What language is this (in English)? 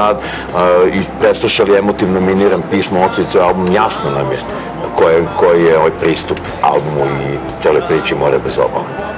Serbian